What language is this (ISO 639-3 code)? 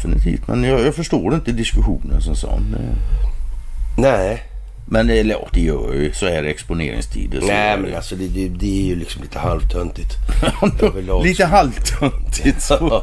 swe